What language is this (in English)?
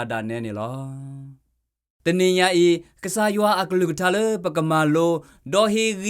S'gaw Karen